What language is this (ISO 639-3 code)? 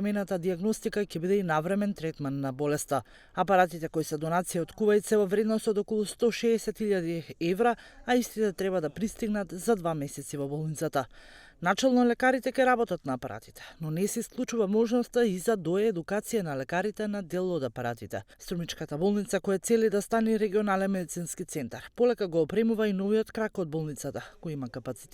mkd